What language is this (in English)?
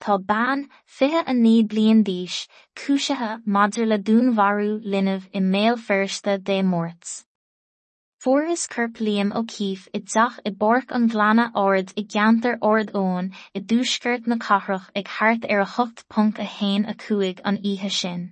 Irish